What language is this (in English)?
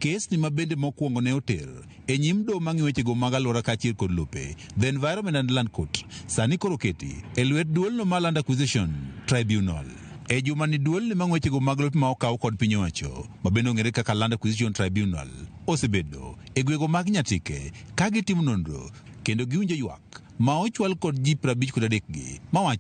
Luo (Kenya and Tanzania)